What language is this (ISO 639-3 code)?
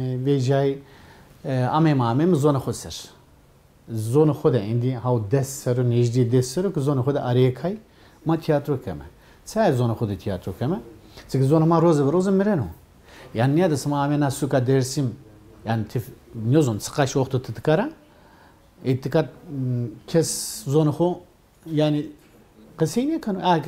zza